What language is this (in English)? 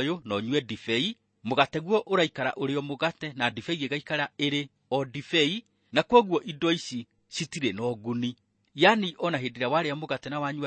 Kikuyu